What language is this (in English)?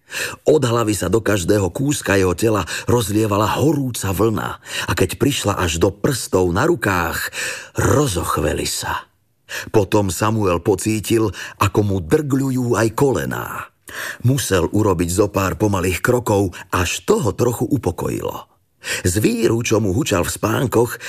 Slovak